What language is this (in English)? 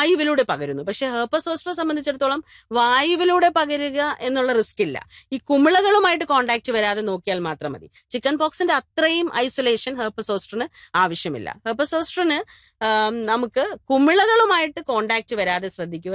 Malayalam